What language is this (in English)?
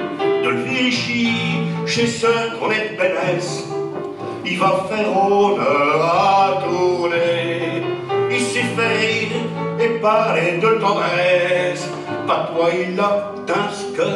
Picard